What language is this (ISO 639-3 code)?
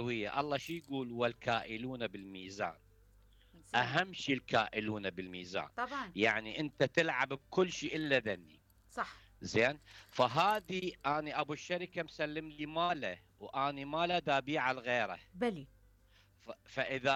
acm